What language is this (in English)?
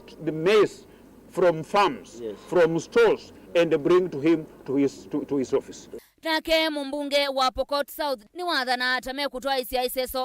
Kamba